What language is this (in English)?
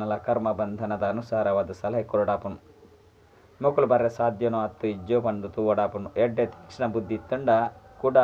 Tulu